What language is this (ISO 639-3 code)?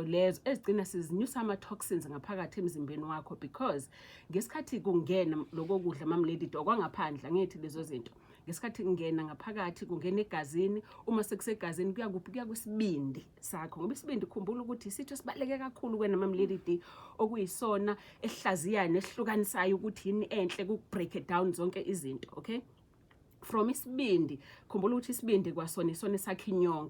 zul